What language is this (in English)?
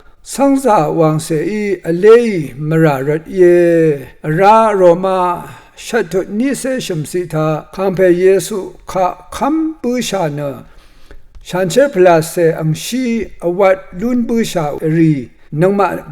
Rawang